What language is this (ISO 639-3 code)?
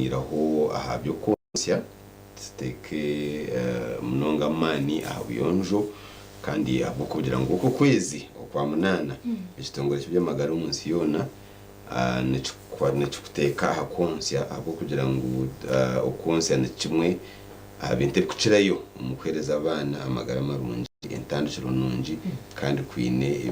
nyn